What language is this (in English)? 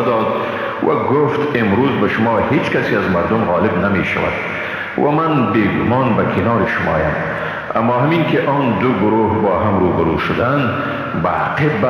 Persian